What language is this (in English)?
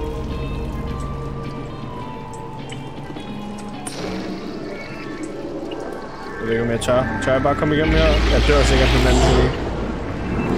Danish